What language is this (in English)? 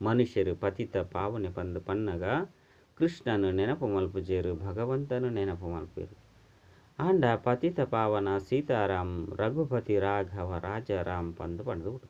Tulu